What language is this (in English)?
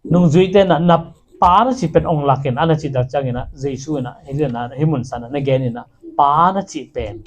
Tedim Chin